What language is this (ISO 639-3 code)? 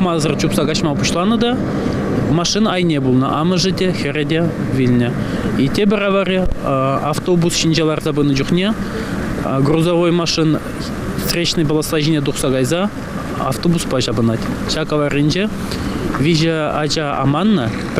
chv